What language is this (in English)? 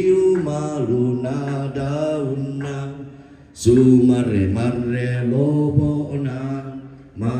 Toraja-Sa'dan